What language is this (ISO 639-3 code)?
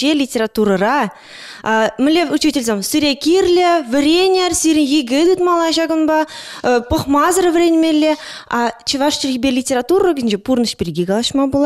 chv